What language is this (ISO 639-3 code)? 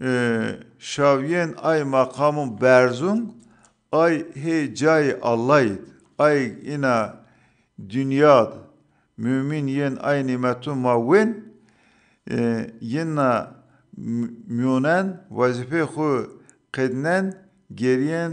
zza